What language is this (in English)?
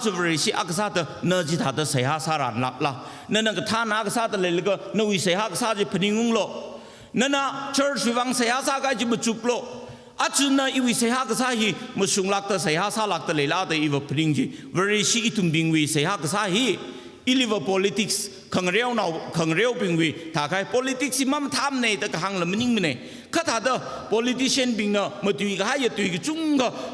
Tangkhul Naga (India)